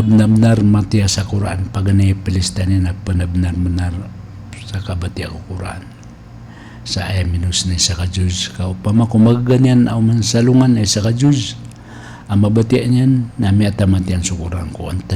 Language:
Maranao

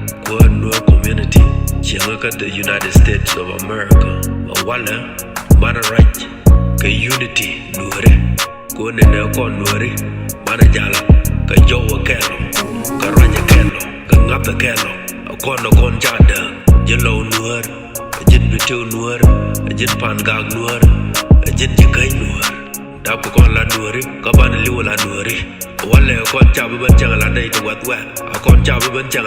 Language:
Nuer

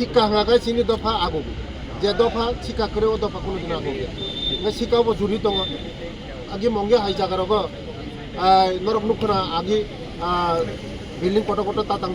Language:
Kok Borok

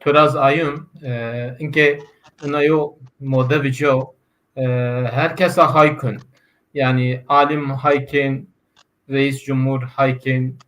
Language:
Zaza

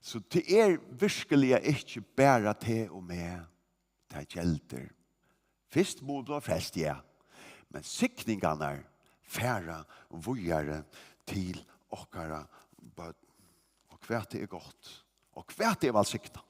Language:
Faroese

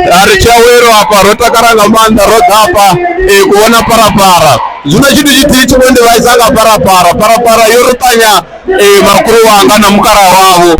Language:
Venda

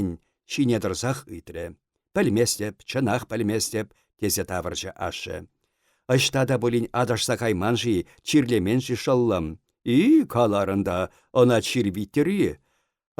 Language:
Chuvash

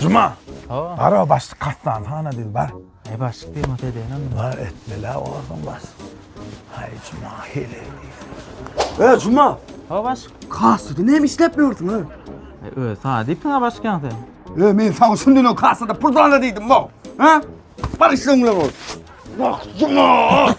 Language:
Turkmen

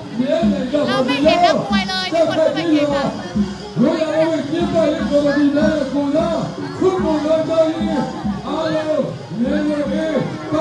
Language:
Thai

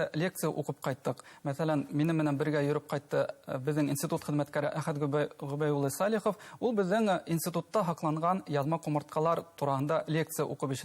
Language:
Bashkir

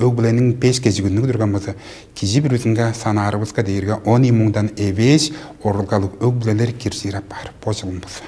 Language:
Tuvinian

